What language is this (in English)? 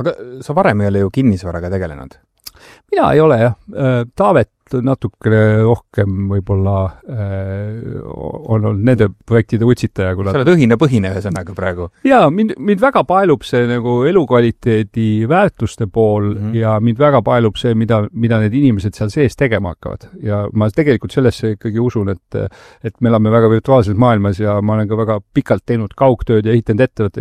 Estonian